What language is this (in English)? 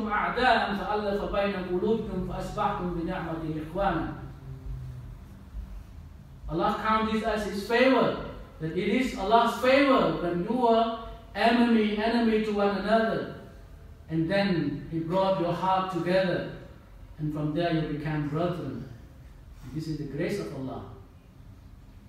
English